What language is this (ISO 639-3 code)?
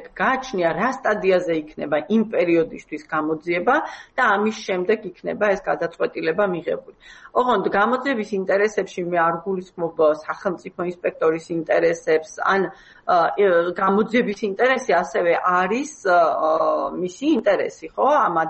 kat